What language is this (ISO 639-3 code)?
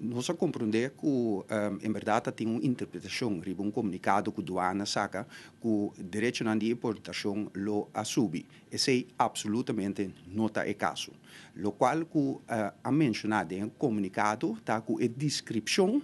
pap